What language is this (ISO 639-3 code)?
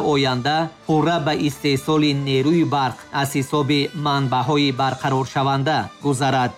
tgk